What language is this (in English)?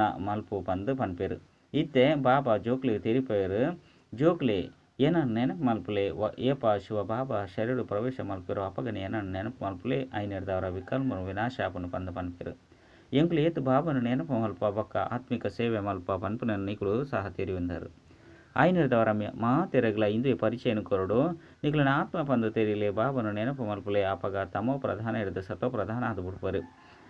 Tulu